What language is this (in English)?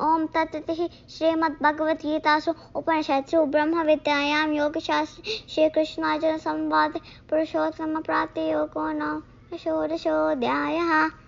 Sanskrit